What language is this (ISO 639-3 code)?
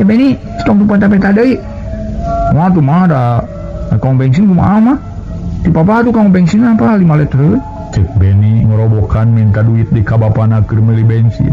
sun